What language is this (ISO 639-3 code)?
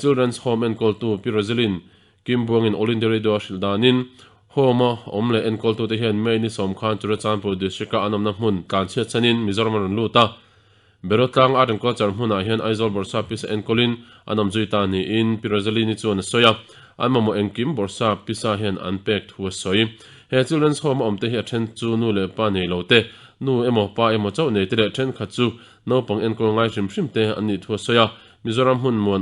lus